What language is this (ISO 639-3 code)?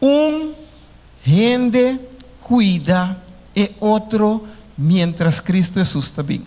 pap